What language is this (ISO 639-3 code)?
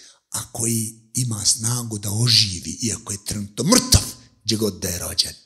bos